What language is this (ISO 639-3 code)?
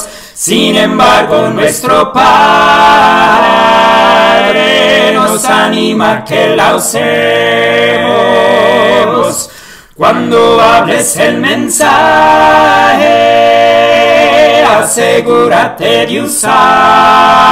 spa